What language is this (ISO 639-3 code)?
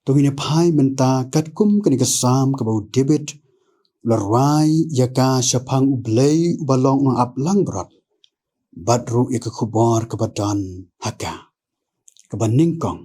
kha